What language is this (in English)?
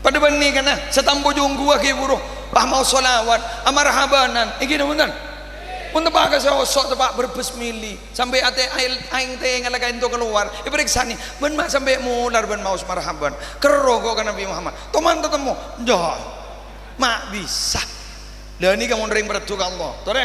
Madurese